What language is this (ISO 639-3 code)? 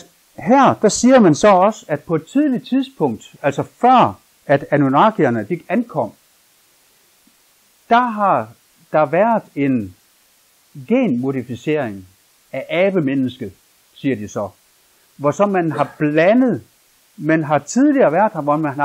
dan